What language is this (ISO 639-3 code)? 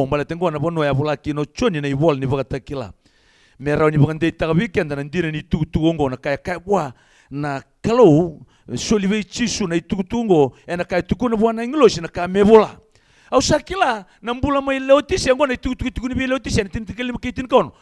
fij